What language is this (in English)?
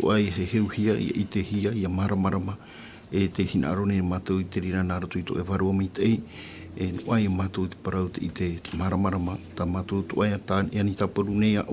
Tahitian